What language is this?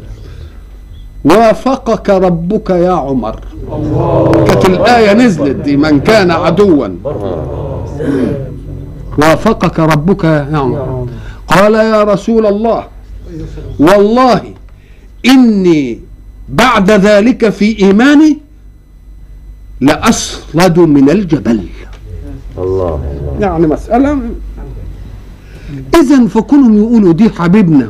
Egyptian Arabic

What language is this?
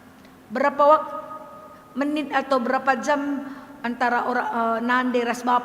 Batak Karo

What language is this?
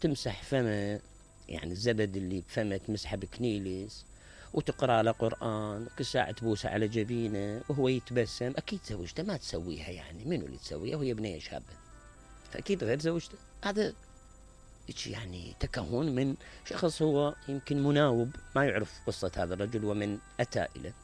Mesopotamian Arabic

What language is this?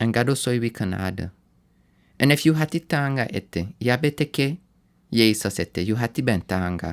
Sranan Tongo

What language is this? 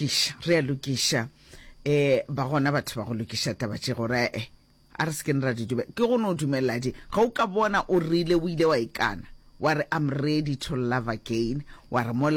Northern Sotho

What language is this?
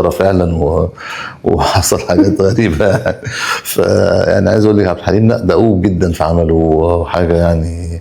Egyptian Arabic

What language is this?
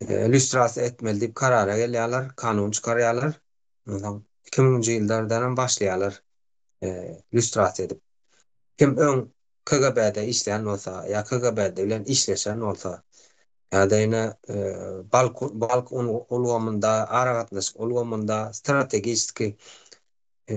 Turkmen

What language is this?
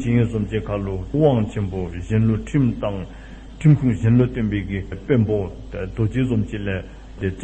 Dzongkha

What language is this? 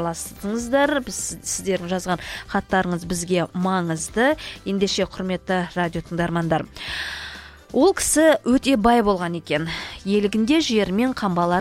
Kazakh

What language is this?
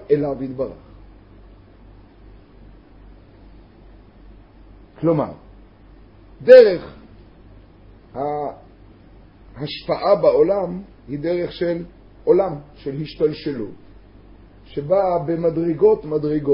Hebrew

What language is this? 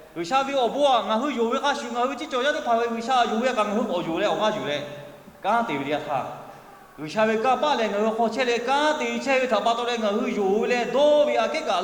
Lahu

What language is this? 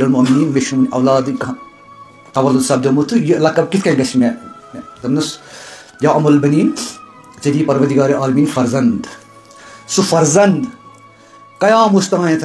Kashmiri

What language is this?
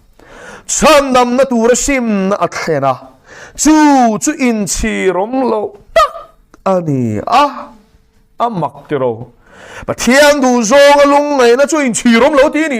Mizo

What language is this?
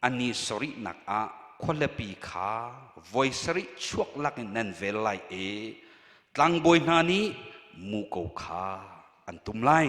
Hakha Chin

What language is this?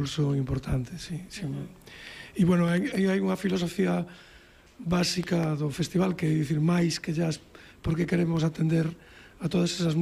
Galician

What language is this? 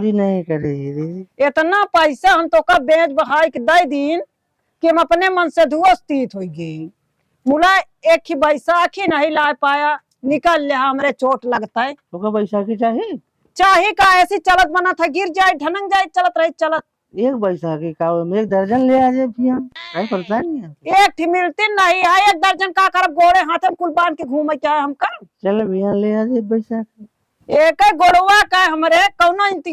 Awadhi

